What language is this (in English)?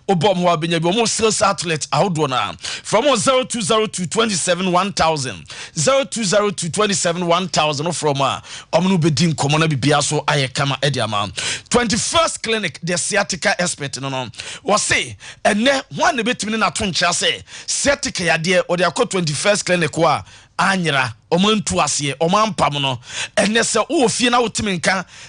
Akan